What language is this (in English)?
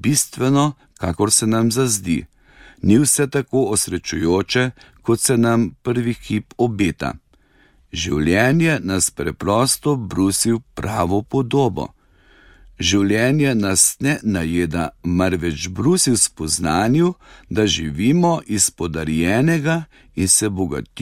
Slovenian